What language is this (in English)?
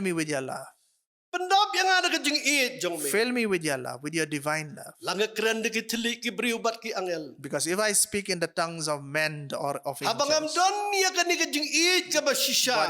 Khasi